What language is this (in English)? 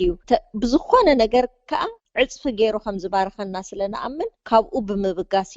Tigrinya